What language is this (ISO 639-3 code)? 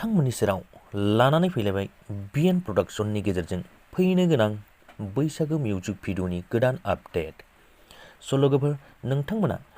brx